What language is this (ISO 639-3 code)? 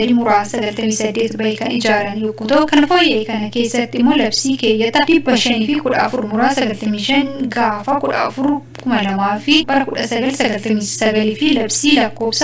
orm